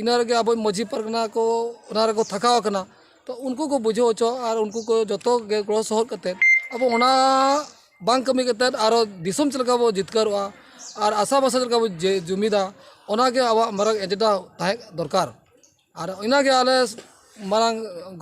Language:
Santali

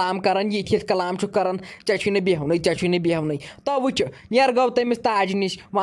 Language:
Kashmiri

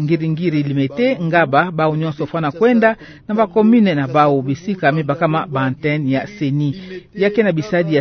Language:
Kituba (Democratic Republic of Congo)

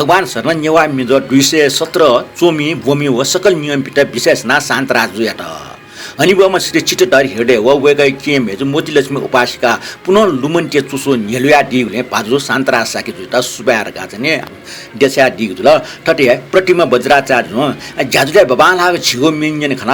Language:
Newari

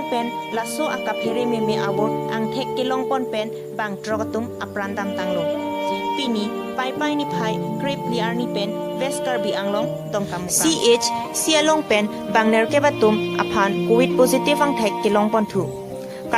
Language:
Karbi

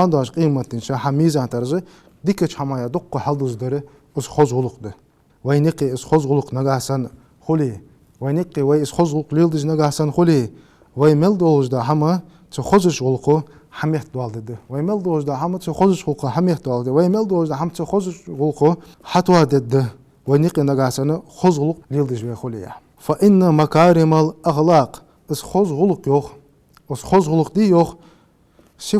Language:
Ingush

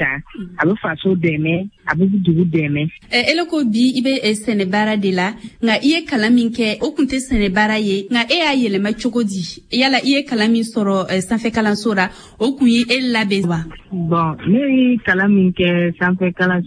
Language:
Bambara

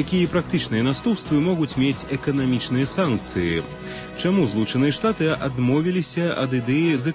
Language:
Belarusian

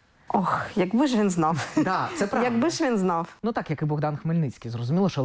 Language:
Ukrainian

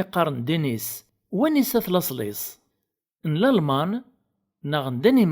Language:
Kabyle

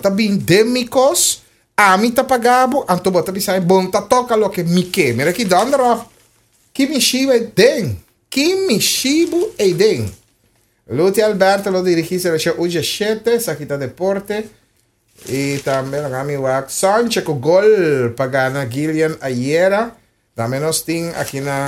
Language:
Papiamento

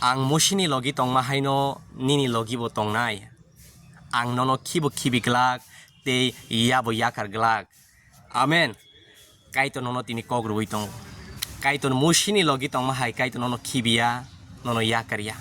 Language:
Kok Borok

